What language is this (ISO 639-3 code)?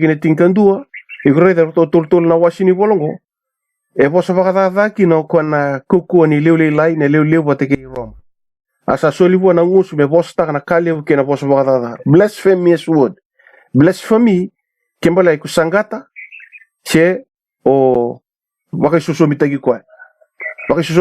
fij